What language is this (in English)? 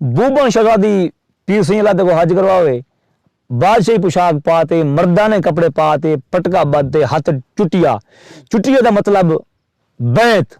Saraiki